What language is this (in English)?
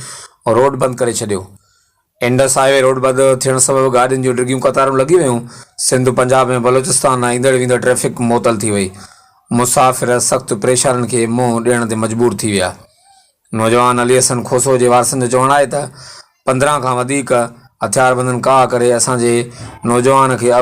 Sindhi